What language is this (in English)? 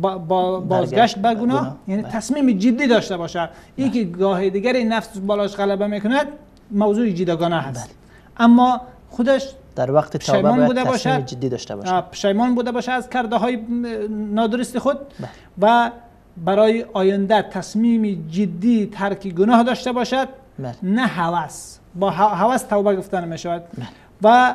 Persian